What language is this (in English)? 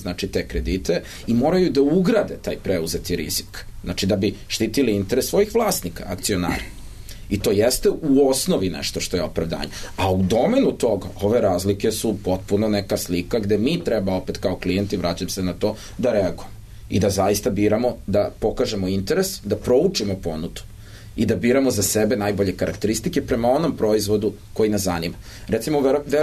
Serbian